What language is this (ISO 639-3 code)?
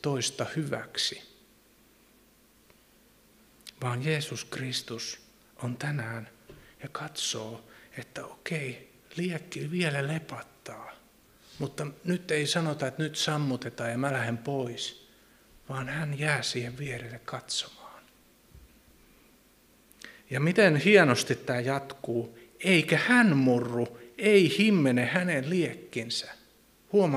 fin